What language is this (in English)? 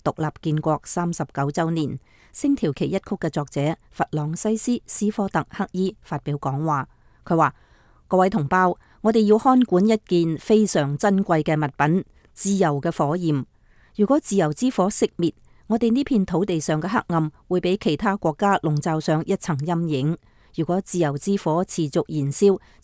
Cantonese